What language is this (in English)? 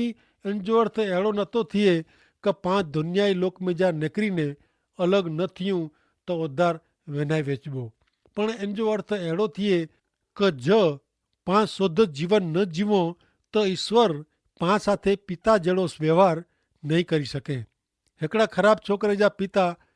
Kachhi